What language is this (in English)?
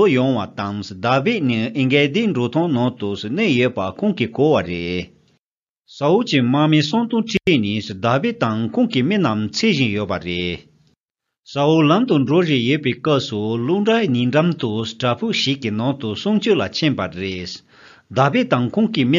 Tibetan